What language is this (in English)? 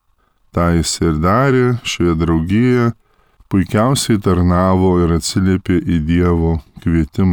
Lithuanian